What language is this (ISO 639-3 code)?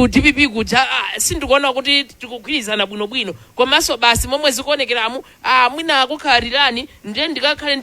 nya